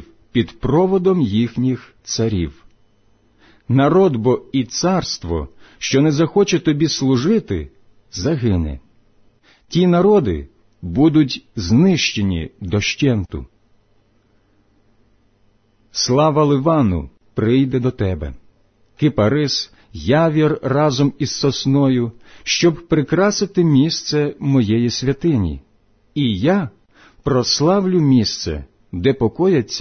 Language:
Ukrainian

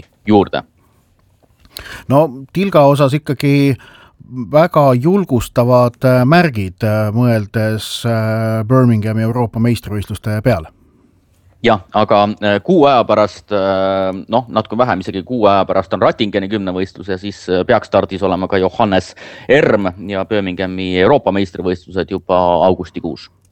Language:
Estonian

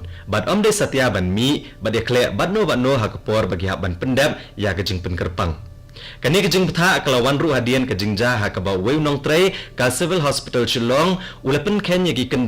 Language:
Khasi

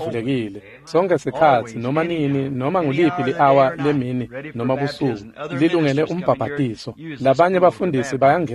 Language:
Swati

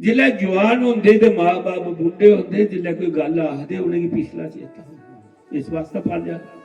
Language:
Dogri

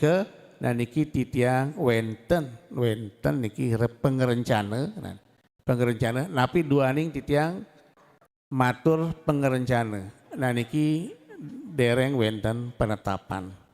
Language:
Balinese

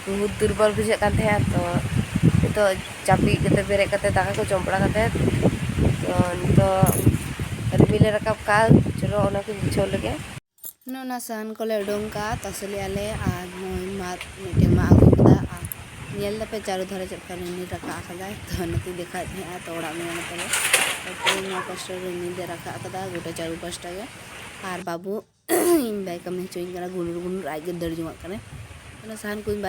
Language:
Santali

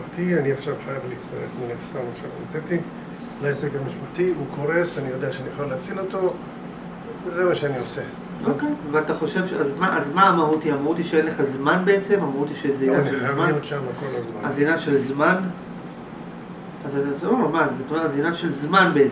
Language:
Hebrew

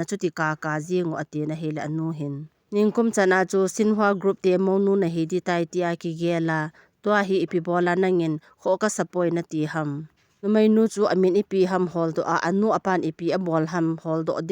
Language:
Thado Chin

